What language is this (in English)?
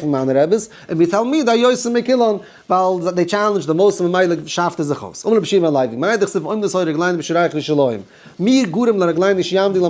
Yiddish